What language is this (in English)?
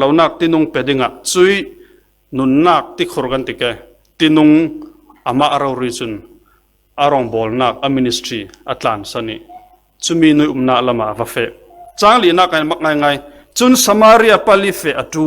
Falam Chin